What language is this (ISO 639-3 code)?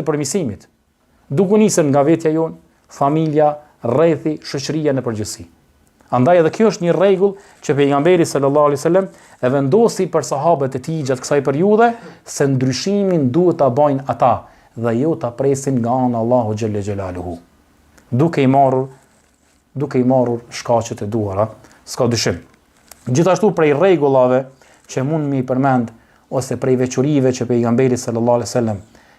sqi